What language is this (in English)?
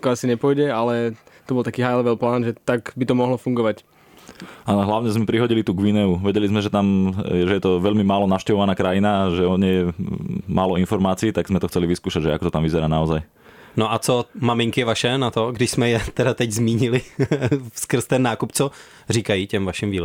Slovak